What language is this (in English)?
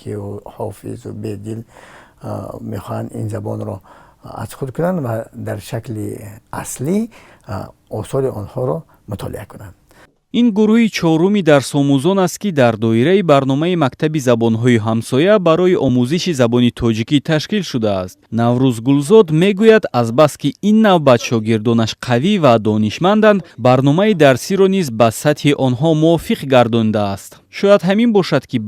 Tajik